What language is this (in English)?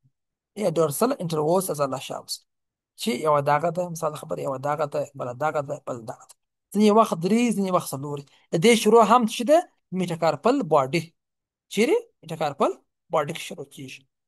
Pashto